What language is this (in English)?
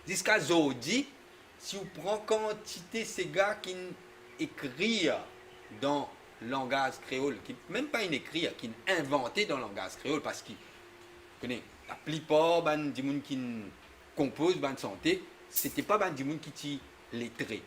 Morisyen